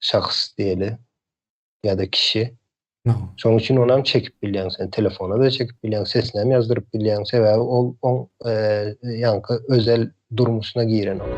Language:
Turkmen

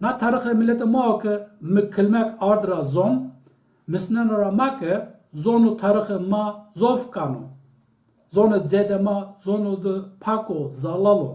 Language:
Zaza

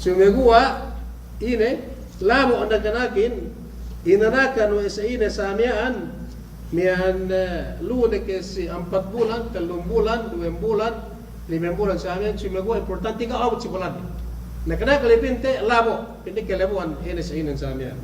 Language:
Yakan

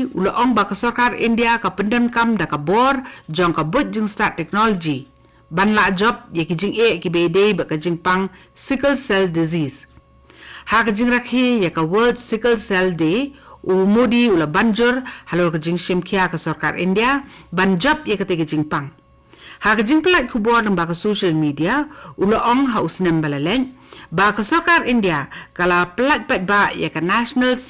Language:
Khasi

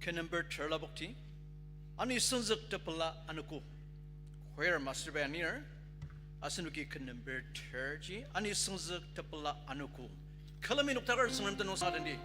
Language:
Ao Naga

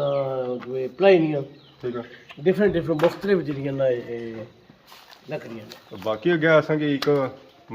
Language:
Pahari-Potwari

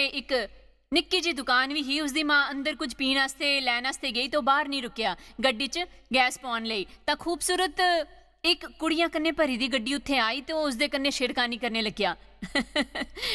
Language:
Dogri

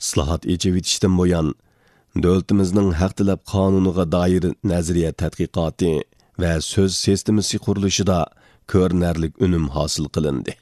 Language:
Uyghur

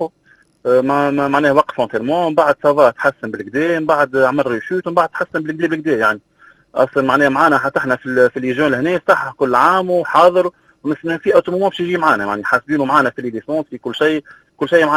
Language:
Tunisian Arabic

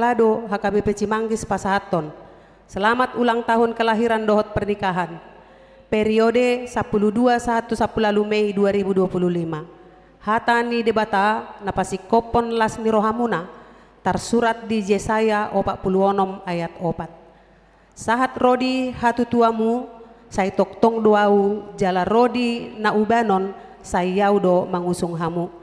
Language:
Batak Toba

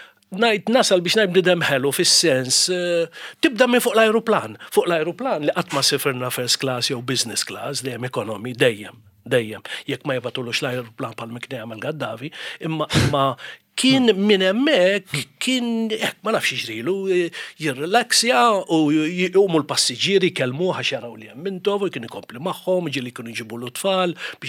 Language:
Maltese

